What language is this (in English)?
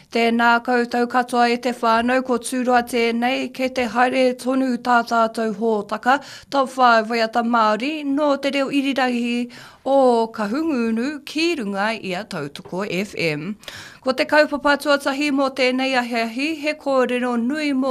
Māori